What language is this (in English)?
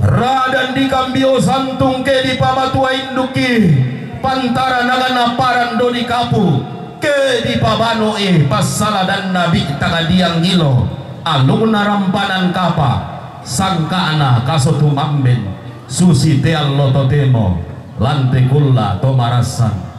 Toraja-Sa'dan